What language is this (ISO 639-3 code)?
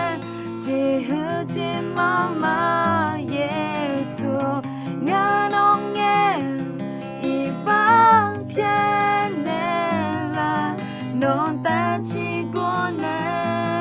ahk